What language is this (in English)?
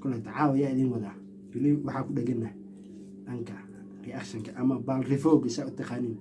Somali